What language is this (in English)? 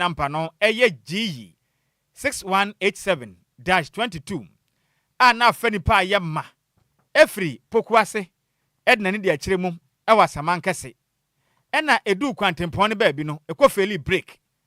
Akan